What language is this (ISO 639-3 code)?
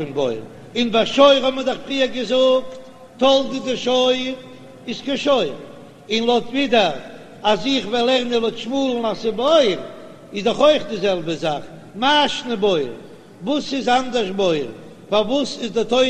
yid